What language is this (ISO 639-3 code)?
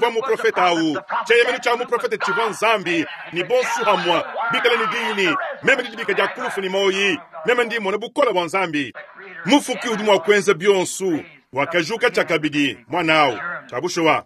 lua